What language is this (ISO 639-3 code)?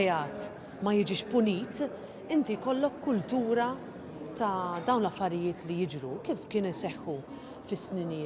mlt